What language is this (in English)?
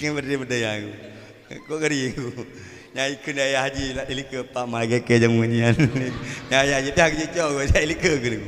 Achinese